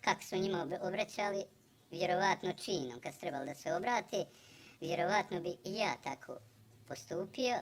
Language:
Bosnian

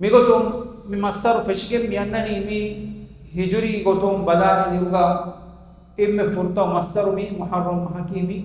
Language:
Divehi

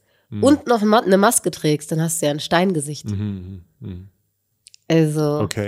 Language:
German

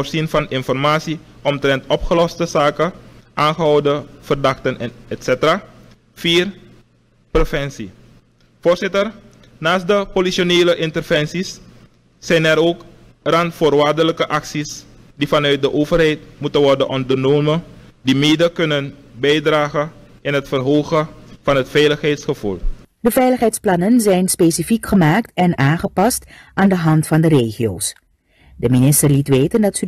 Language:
Dutch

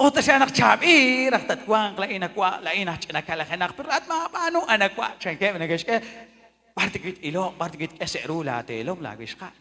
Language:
Kekchí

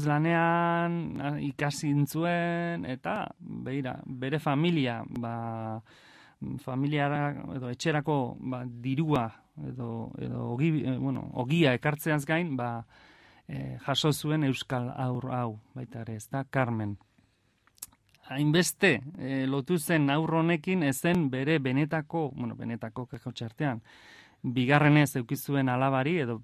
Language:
Basque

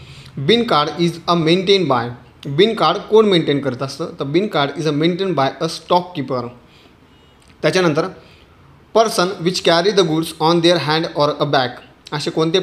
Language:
Marathi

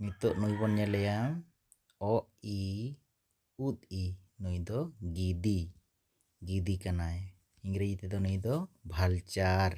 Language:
Santali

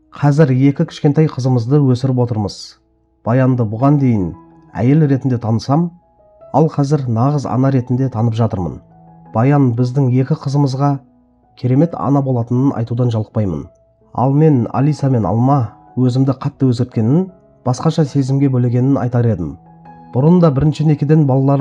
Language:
Kazakh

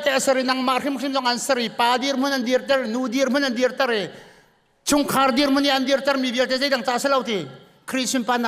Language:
Hakha Chin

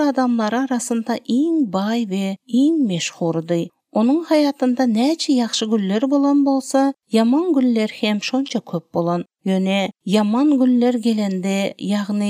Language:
Turkmen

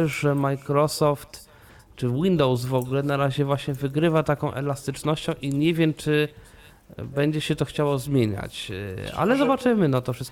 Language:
Polish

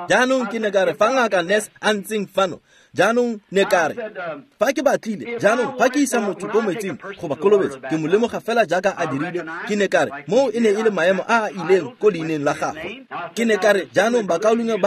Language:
Tswana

